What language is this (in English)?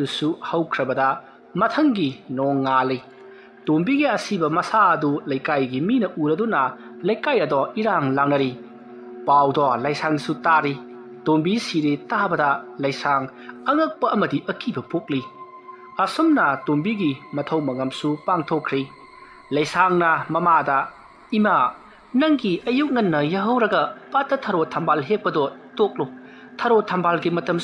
Manipuri